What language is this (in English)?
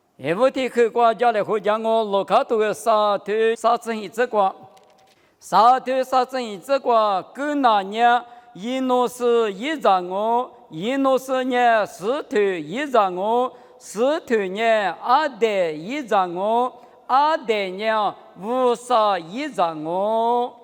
Lisu